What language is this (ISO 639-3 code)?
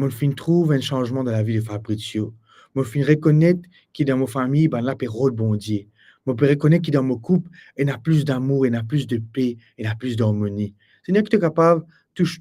mfe